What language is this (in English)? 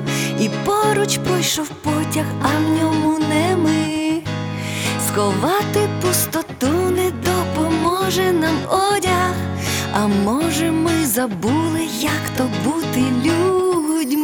Ukrainian